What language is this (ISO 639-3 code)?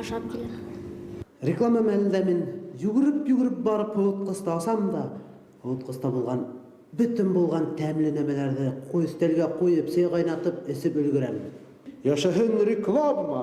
bak